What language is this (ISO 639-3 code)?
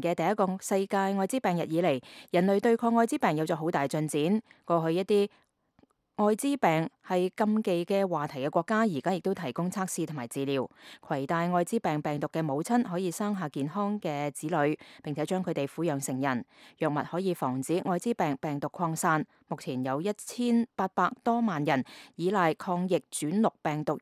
yue